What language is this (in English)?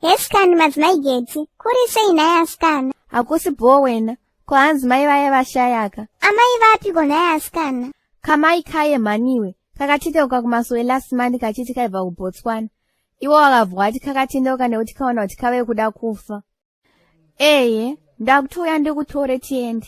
Shona